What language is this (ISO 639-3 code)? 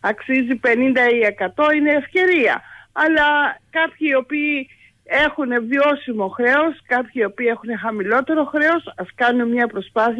ell